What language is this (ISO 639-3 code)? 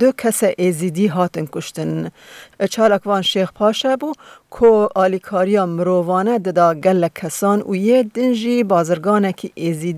kur